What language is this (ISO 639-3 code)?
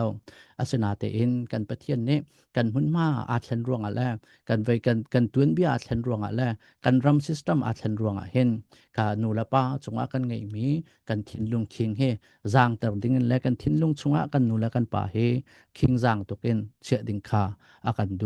cnh